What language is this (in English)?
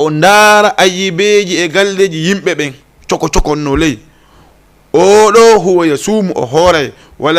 Fula